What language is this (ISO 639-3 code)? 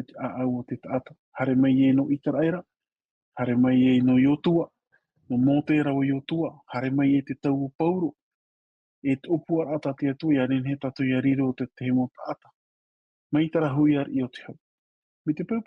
tah